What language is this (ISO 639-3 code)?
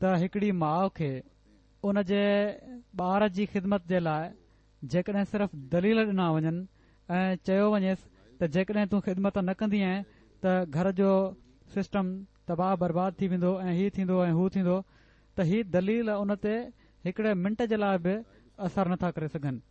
snd